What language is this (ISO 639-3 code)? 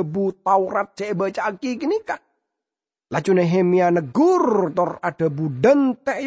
mad